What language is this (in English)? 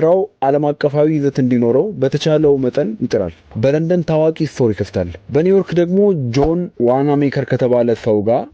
Amharic